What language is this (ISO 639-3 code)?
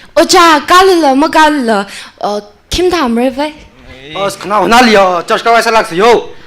nmf